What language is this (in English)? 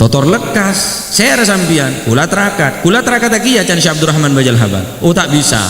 Madurese